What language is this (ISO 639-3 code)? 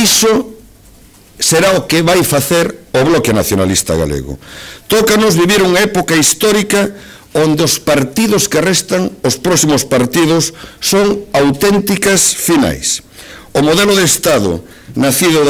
glg